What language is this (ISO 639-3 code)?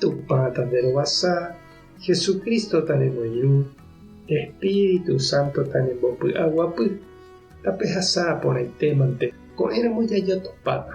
grn